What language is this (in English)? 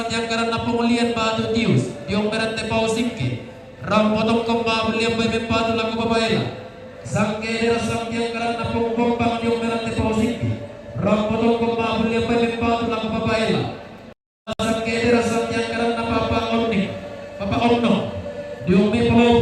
Toraja-Sa'dan